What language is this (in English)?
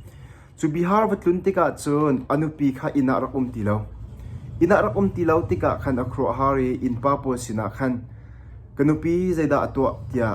Hakha Chin